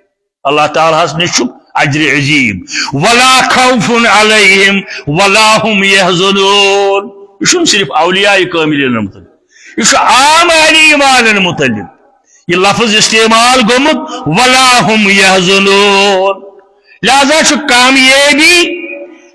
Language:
Kashmiri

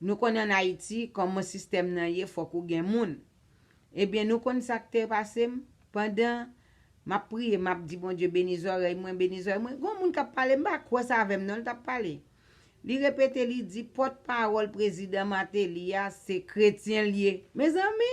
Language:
Haitian Creole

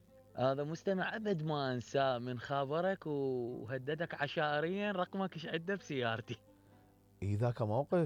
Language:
Mesopotamian Arabic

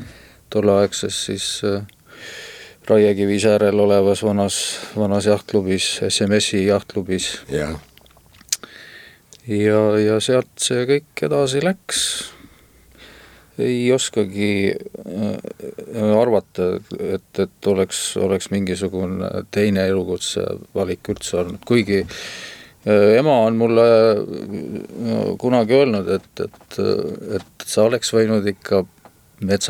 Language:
Estonian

